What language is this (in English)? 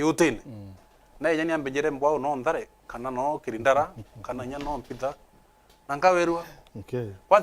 Meru